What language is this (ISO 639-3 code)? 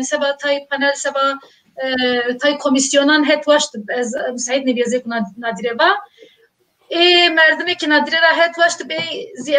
zza